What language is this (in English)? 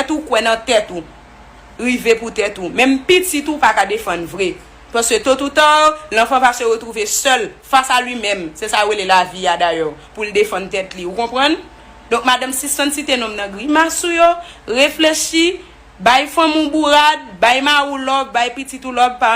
Haitian Creole